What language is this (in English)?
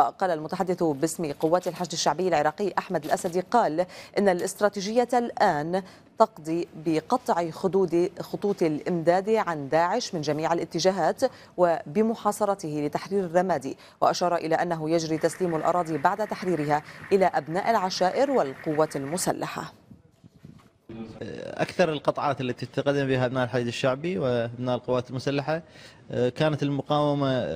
Arabic